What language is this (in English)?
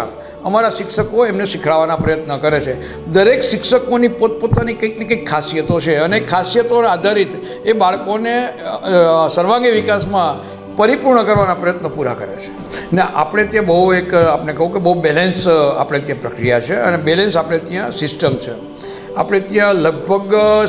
Gujarati